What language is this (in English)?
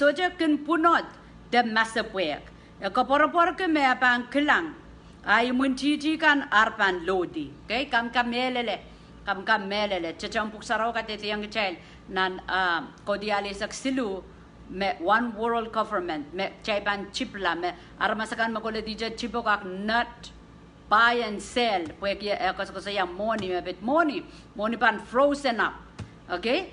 Pohnpeian